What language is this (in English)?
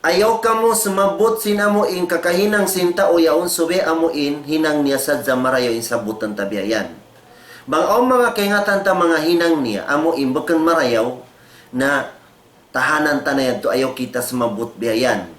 Tausug